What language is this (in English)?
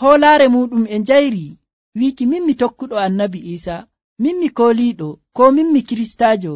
Nigerian Fulfulde